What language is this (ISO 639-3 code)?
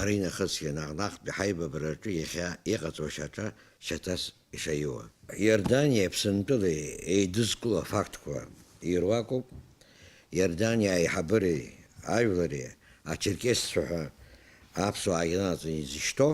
abk